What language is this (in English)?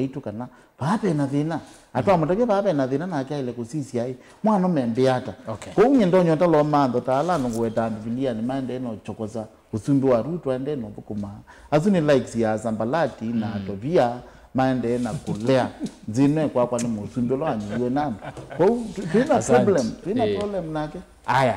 Kamba